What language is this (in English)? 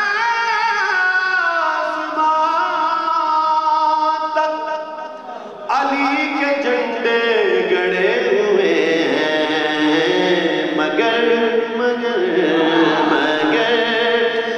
Urdu